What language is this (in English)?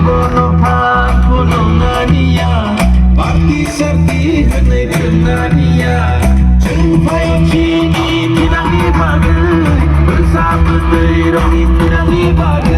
Kok Borok